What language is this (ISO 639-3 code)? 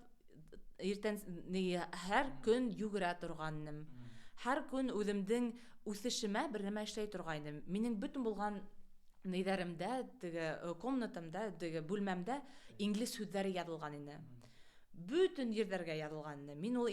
bak